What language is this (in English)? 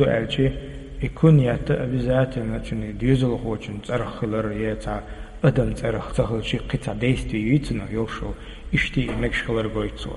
Chechen